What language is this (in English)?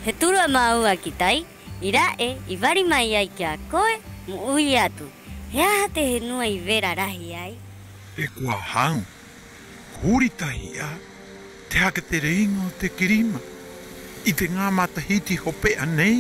Rapanui